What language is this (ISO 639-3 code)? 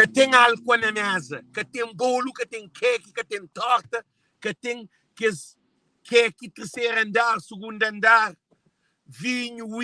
kea